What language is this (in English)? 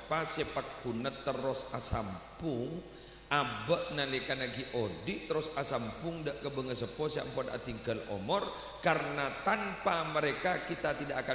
Madurese